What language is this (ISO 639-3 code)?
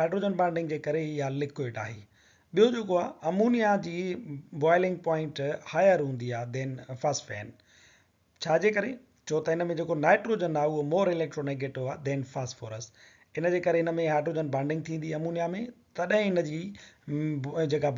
snd